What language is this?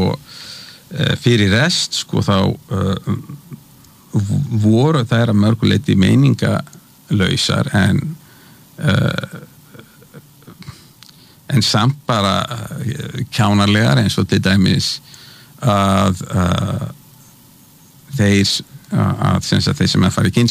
Icelandic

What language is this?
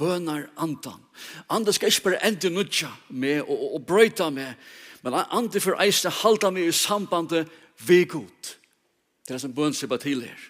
Faroese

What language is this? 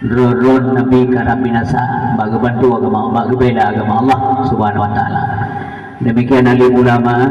Achinese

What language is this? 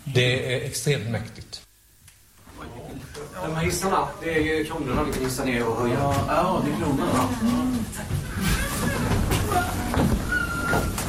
Swedish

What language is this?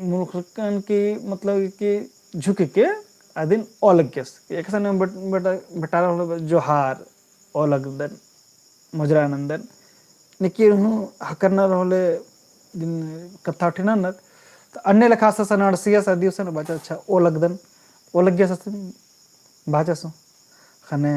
Kurukh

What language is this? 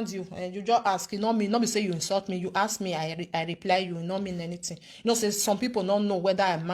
Nigerian Pidgin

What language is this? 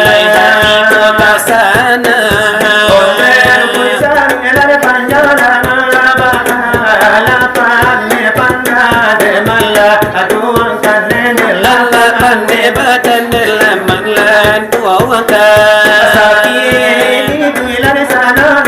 Minangkabau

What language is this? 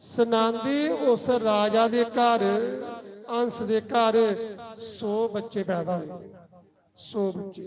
Dogri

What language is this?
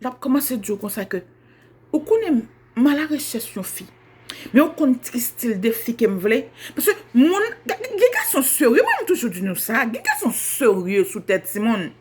Haitian Creole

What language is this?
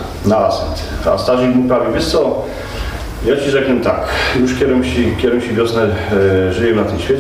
Silesian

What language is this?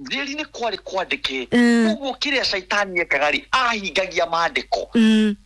Kikuyu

